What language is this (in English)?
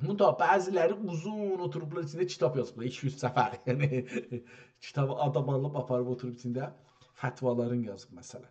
South Azerbaijani